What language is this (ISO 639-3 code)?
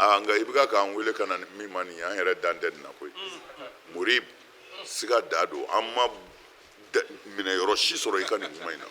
bam